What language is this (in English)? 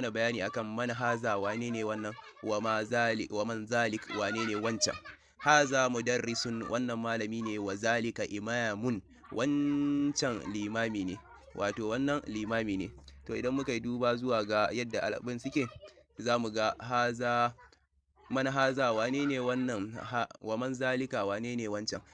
Hausa